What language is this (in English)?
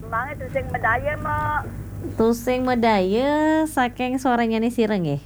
Balinese